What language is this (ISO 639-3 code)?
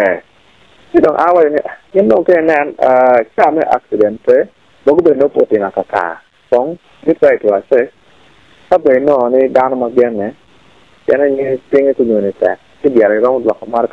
ach